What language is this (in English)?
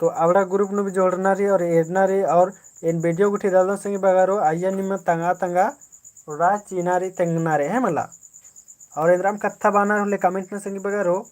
Kurukh